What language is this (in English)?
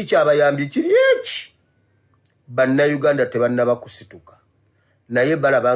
Ganda